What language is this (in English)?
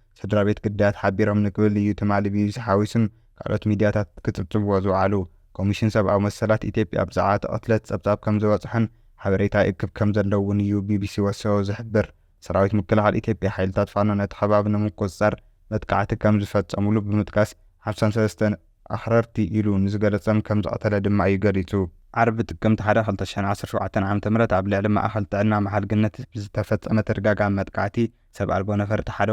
Tigrinya